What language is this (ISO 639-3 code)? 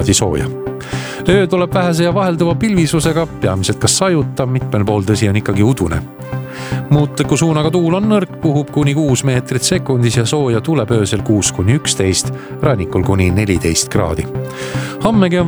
est